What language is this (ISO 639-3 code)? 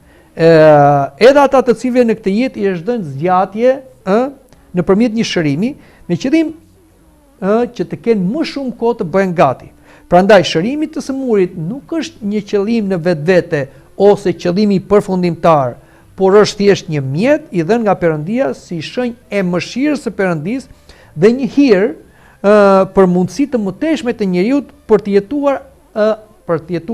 sqi